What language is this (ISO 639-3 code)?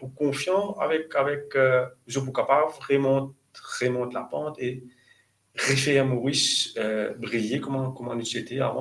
mfe